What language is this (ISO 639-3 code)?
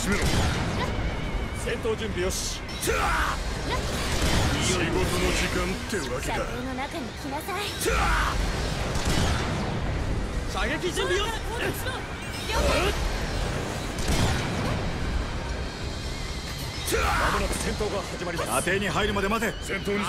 jpn